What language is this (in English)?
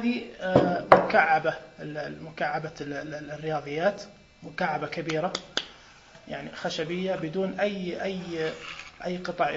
Najdi Arabic